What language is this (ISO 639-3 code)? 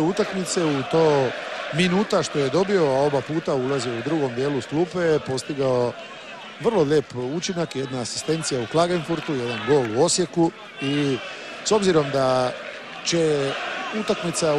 hrv